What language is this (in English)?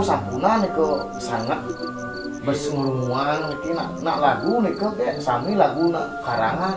Balinese